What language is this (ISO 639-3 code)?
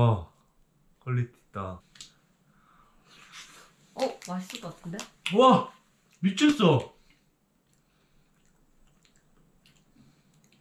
kor